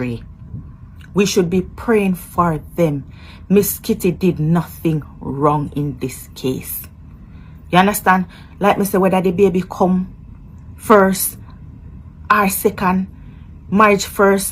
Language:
Jamaican Creole English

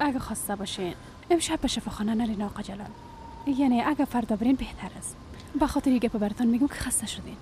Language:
Persian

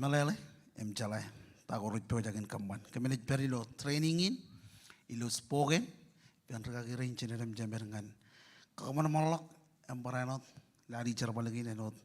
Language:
Marshallese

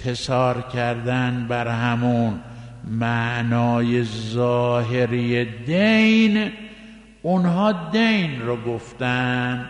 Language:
Persian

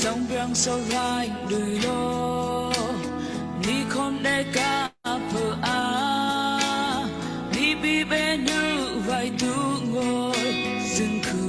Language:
Daai Chin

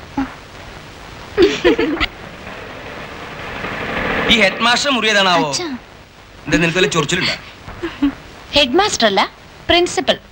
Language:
Malayalam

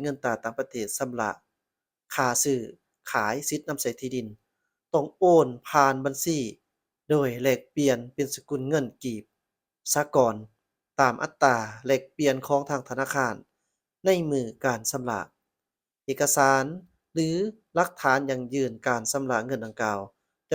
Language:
Lao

